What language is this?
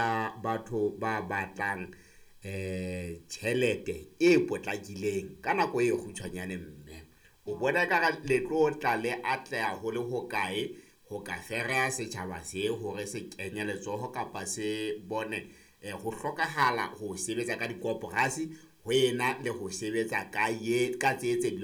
Southern Sotho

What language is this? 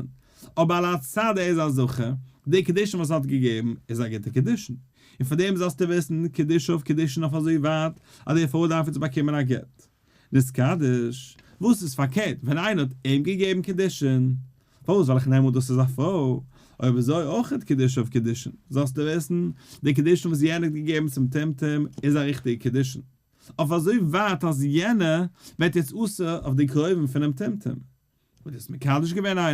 Yiddish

